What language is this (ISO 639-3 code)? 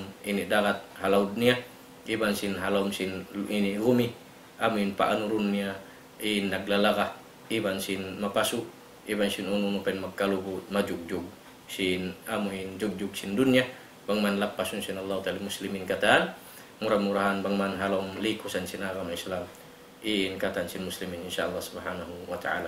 tsg